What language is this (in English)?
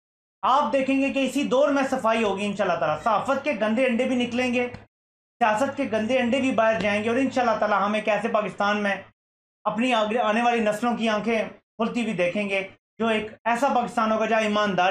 Urdu